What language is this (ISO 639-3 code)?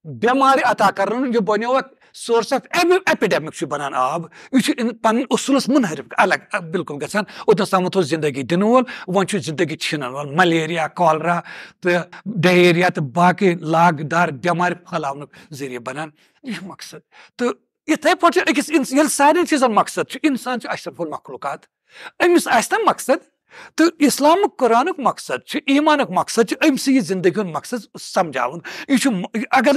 kas